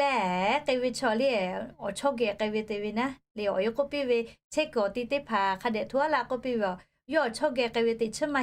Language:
Lahu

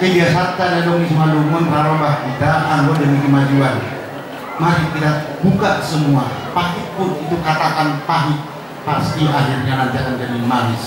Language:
Batak Simalungun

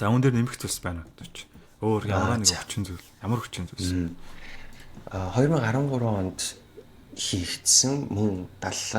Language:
Mongolian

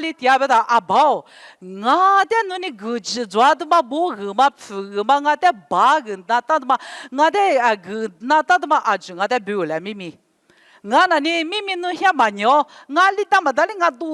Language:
Lisu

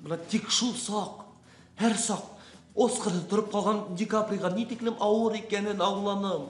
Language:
Bashkir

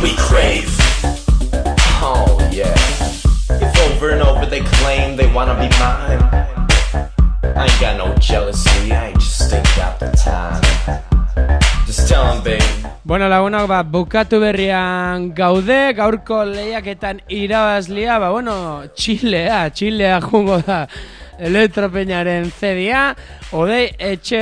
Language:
Basque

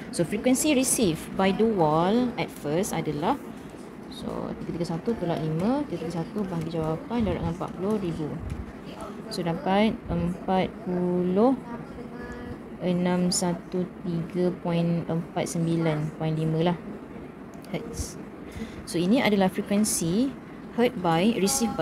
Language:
Malay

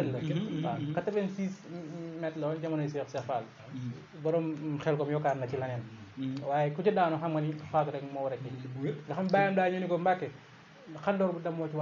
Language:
Wolof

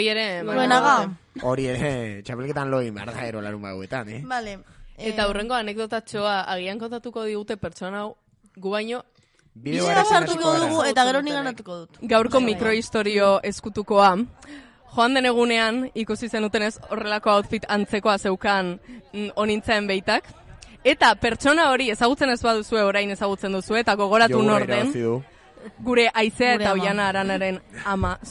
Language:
Basque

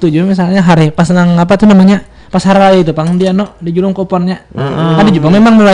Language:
Banjar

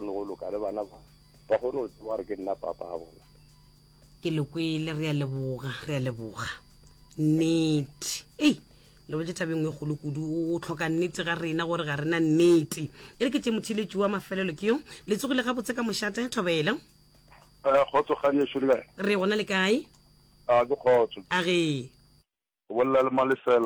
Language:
Northern Sotho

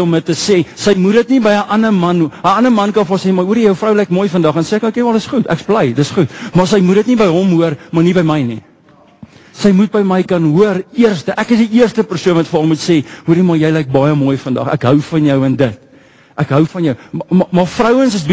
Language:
Afrikaans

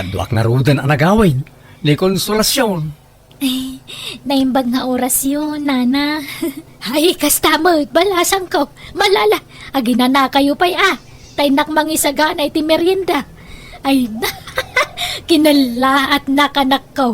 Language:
Iloko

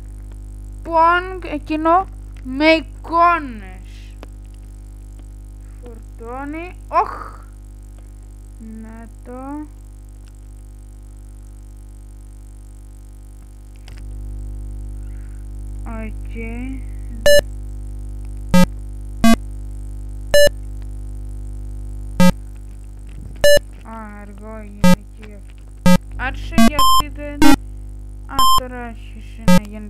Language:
Greek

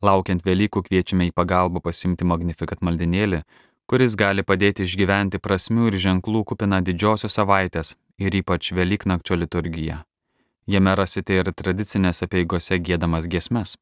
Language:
Lithuanian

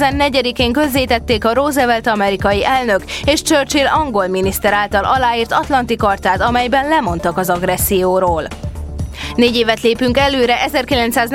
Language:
Hungarian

